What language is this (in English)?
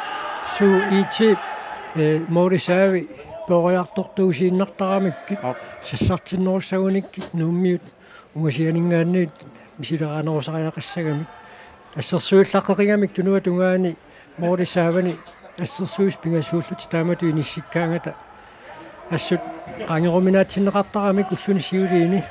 Kalaallisut